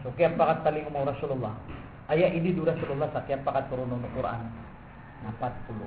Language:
Maranao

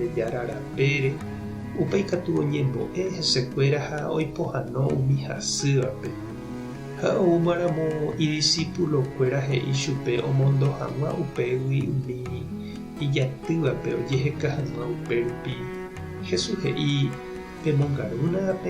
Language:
Guarani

